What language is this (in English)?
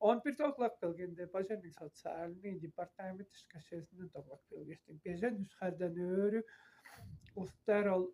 Tuvinian